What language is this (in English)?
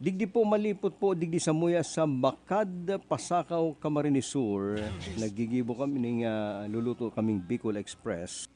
Bikol